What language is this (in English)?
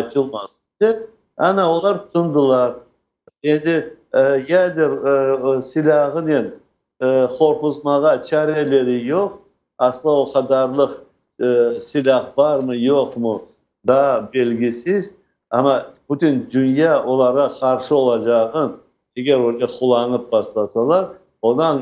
Crimean Tatar